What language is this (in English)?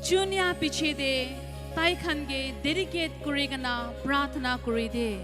Naga Pidgin